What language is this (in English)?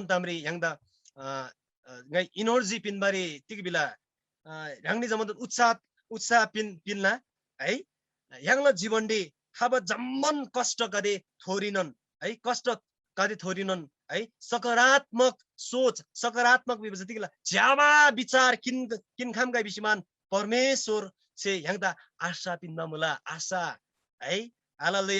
Eastern Tamang